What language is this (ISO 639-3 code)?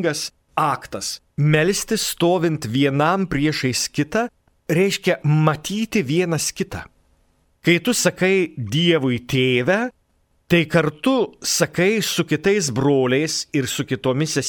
lit